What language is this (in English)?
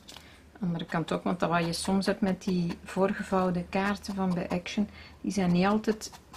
Dutch